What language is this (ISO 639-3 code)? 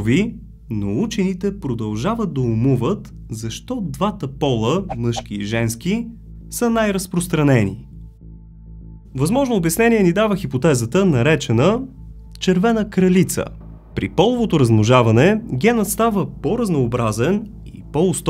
bul